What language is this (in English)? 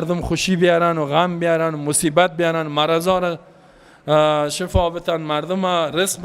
Persian